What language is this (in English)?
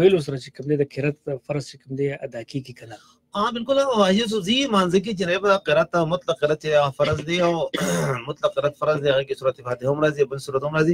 Pashto